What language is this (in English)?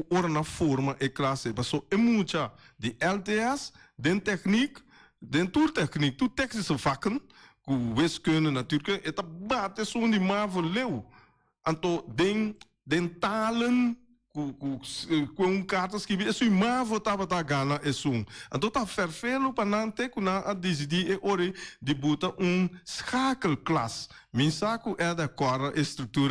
Papiamento